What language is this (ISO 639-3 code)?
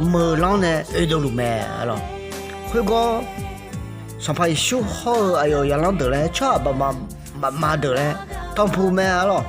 ahk